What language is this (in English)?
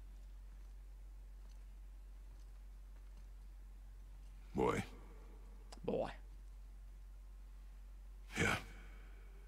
Dutch